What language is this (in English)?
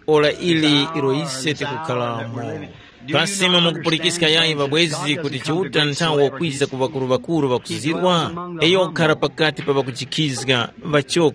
Tumbuka